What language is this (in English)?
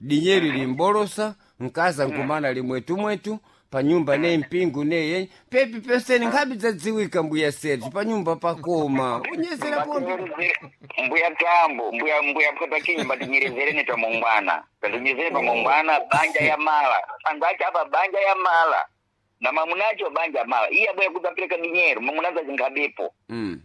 Sena